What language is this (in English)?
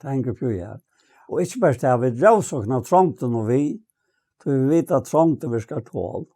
Faroese